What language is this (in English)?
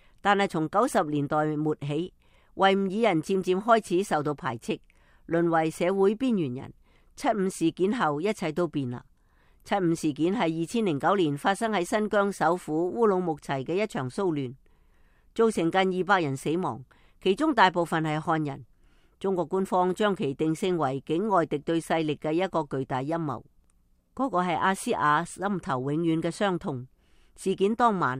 Cantonese